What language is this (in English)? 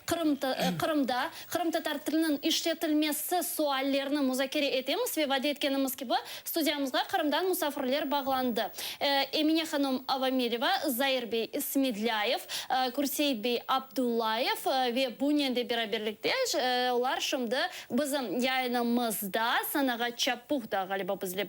Crimean Tatar